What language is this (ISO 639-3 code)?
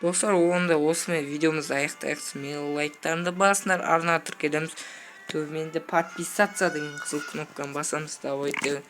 kaz